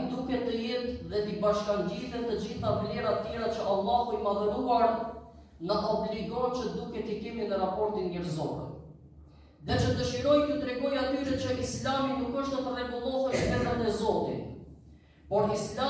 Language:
Albanian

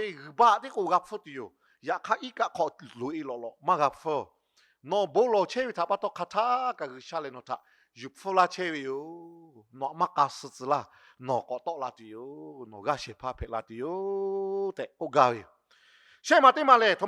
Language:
Lahu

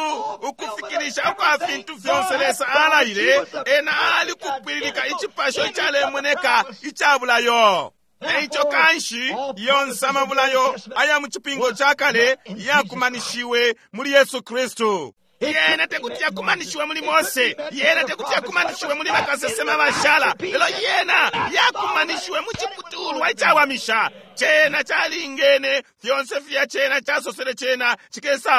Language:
Bemba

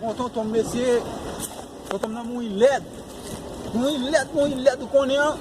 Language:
Haitian Creole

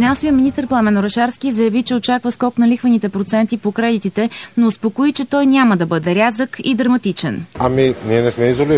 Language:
Bulgarian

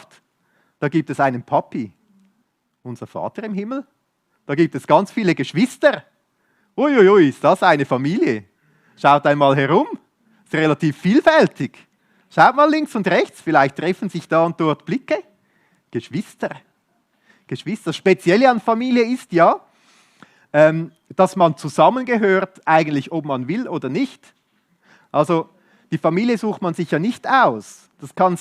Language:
Swiss German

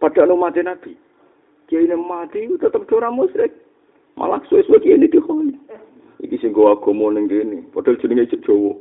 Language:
Javanese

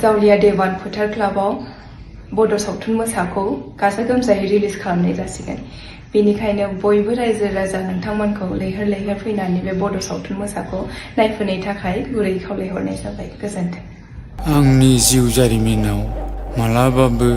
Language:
Bodo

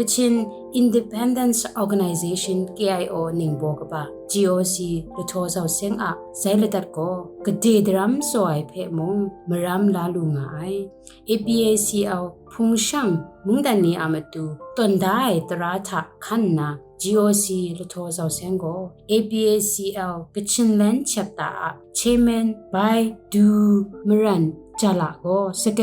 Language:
Kachin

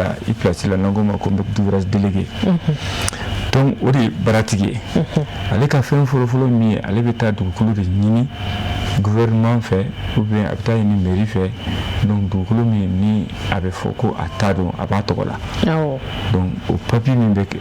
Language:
Bambara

